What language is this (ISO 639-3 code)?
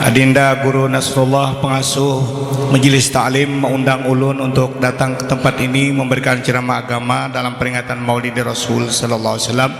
bjn